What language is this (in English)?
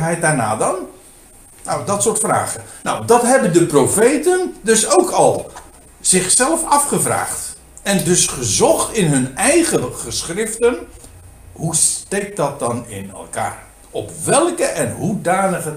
Dutch